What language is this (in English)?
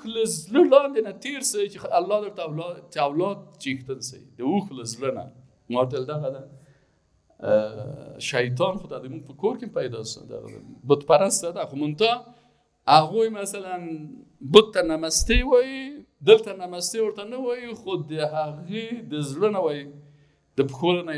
Persian